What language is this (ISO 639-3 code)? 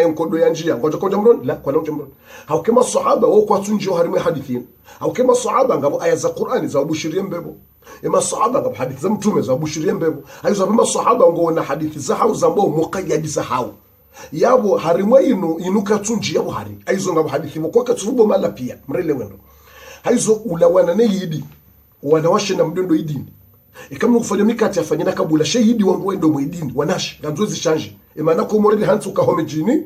zdj